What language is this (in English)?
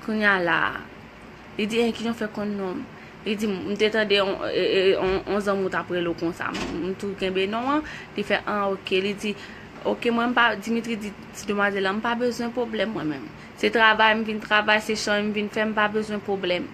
Haitian Creole